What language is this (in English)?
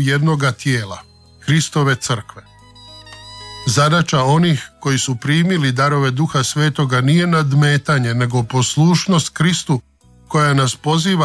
Croatian